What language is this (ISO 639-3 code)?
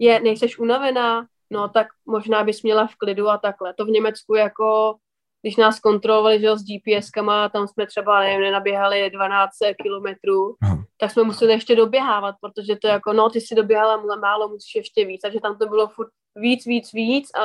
ces